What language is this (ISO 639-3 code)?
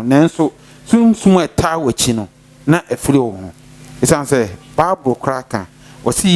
aka